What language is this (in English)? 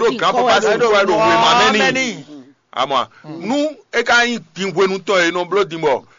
Fon